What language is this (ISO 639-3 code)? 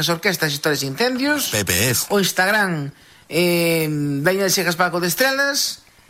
glg